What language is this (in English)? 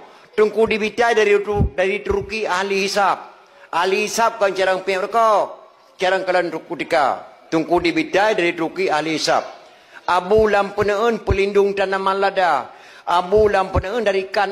Achinese